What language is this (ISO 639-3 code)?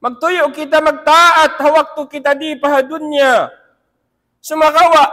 tsg